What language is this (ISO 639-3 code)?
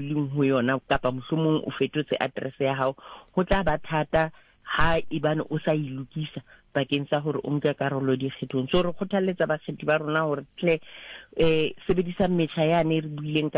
sot